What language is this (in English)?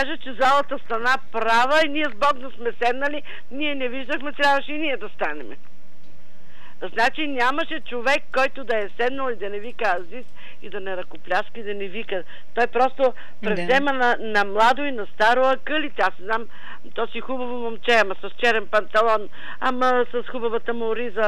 Bulgarian